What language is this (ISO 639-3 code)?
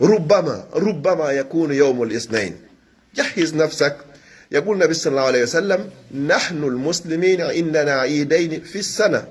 fuf